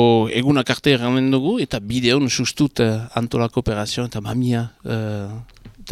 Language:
Basque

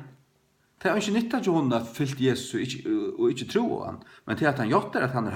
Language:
Faroese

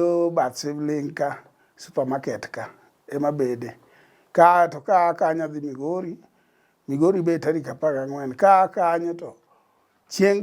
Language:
Luo (Kenya and Tanzania)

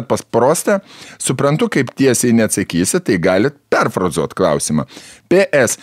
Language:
Lithuanian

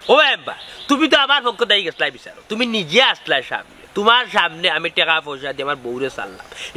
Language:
Sylheti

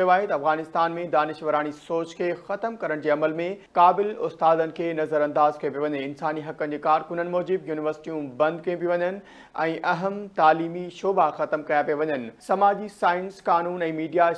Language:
Sindhi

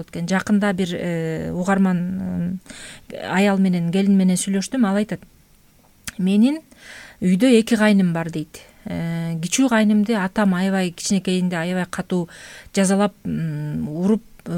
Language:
Kyrgyz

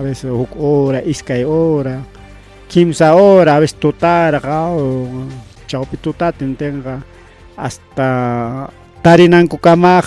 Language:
Ayacucho Quechua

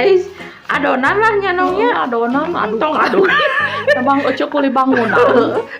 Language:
Sundanese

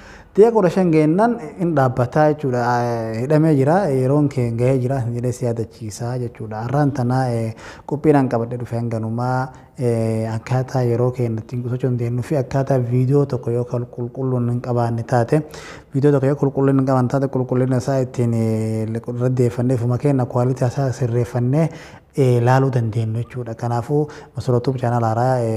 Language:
Oromo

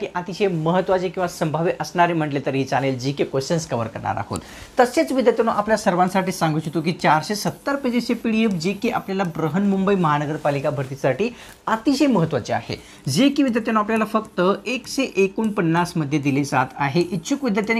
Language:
Marathi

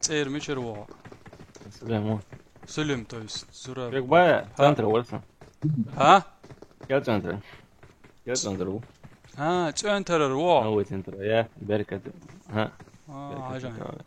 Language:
Chechen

